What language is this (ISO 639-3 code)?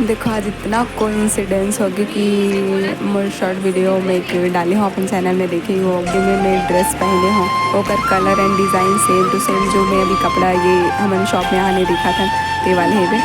hne